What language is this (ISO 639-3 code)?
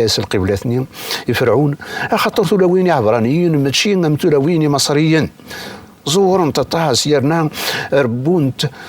kab